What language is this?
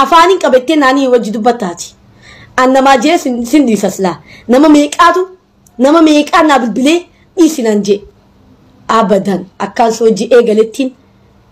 Oromo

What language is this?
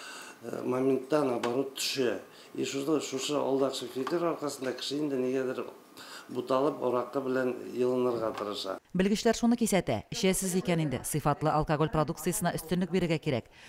Tatar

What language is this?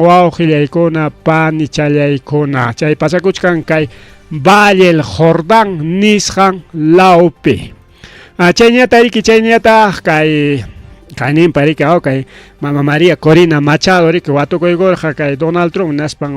Ayacucho Quechua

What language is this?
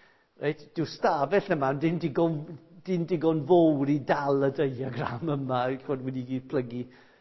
Welsh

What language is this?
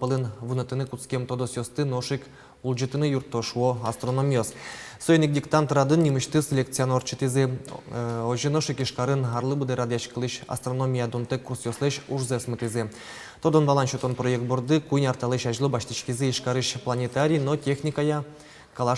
Udmurt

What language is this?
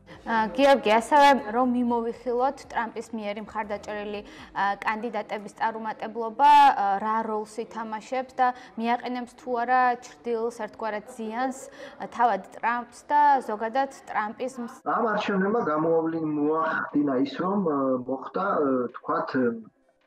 Georgian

